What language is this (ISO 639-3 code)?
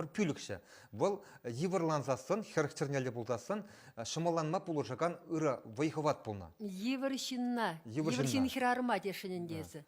chv